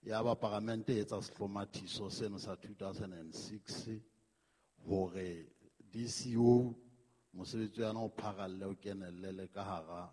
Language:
Southern Sotho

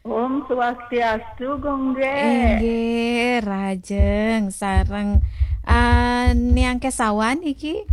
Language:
Balinese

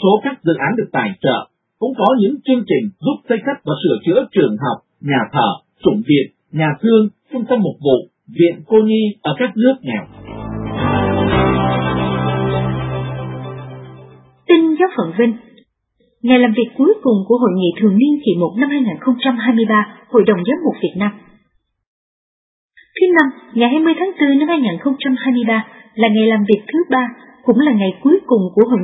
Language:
Vietnamese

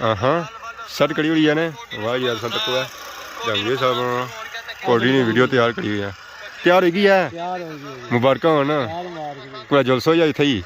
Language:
Pahari-Potwari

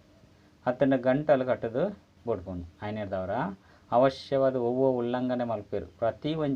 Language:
Tulu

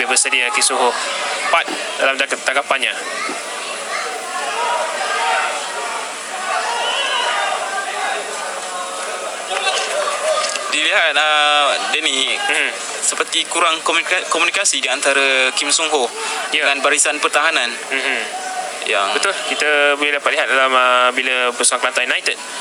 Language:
Malay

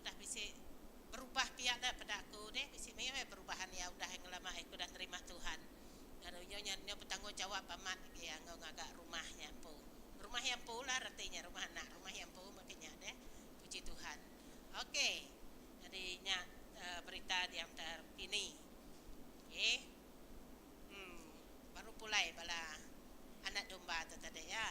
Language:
Iban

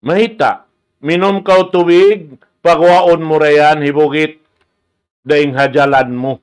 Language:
Tausug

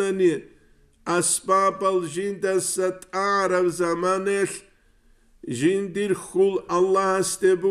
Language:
Avaric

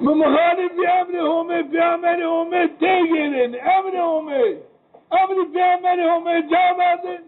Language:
Zaza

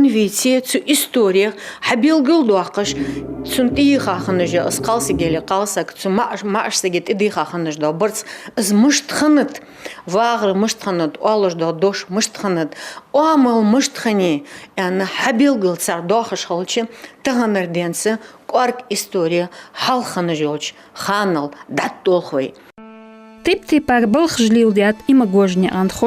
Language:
Ingush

